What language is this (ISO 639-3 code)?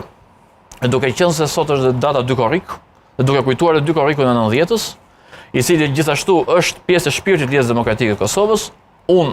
sqi